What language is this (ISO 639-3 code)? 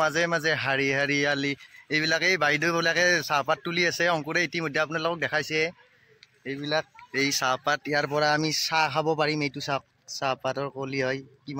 asm